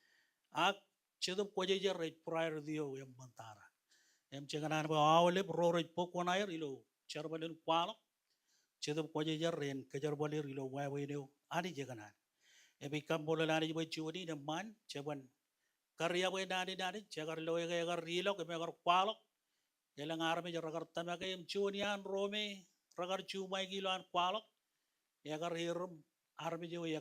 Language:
Marshallese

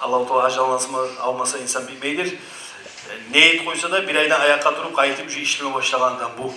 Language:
Kumyk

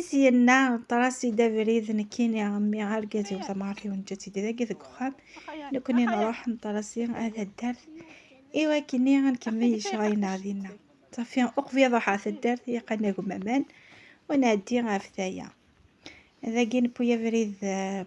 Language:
Kabyle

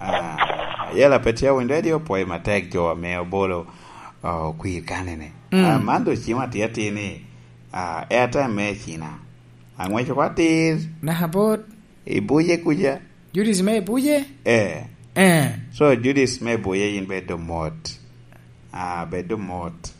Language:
Lango (Uganda)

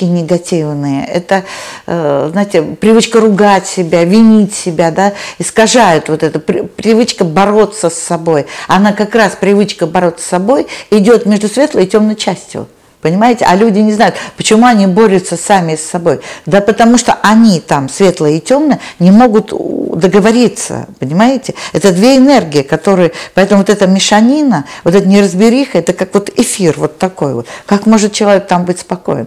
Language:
Russian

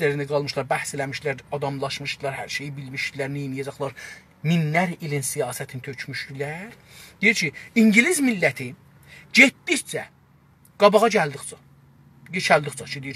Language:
South Azerbaijani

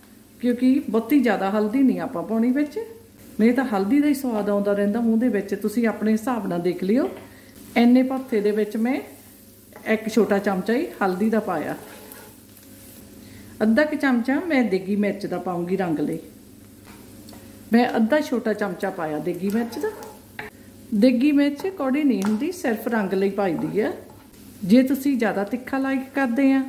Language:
Punjabi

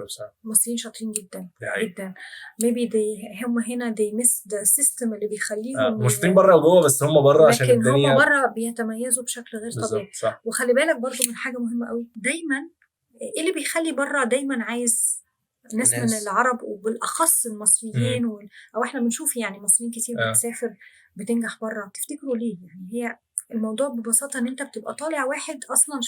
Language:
Egyptian Arabic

